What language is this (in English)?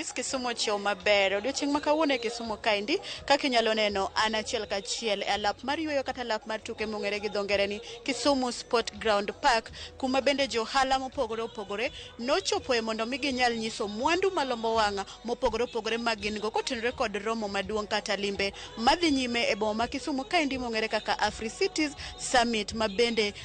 Luo (Kenya and Tanzania)